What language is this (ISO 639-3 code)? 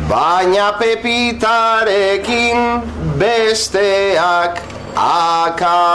eus